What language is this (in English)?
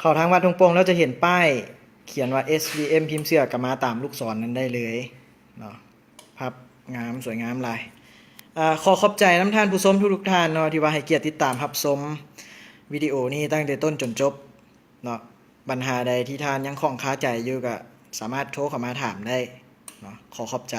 Lao